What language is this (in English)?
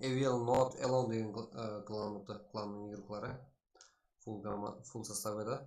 Kara-Kalpak